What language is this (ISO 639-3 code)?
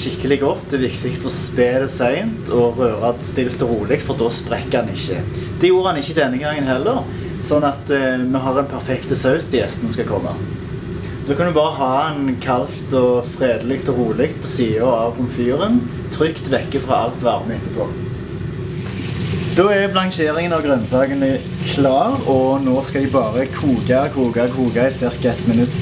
nor